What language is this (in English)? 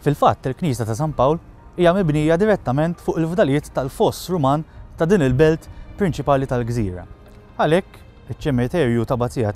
Maltese